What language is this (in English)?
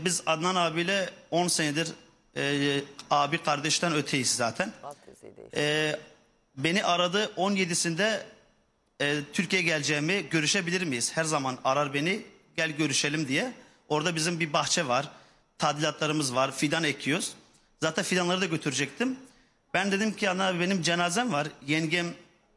Turkish